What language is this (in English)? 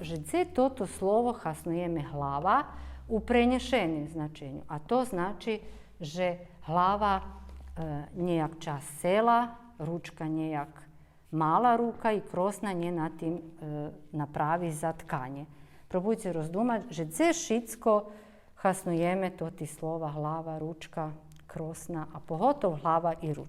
Rusyn